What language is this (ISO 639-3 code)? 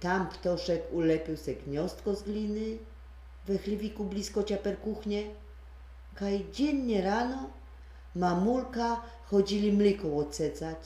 szl